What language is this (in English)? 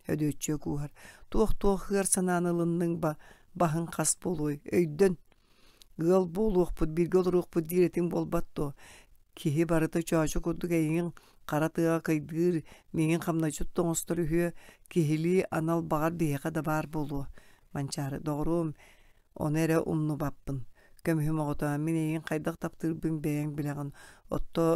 Yakut